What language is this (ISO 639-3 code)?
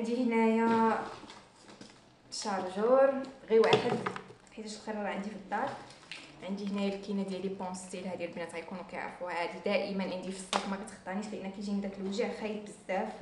ary